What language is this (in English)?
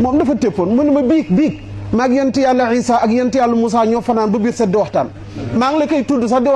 Wolof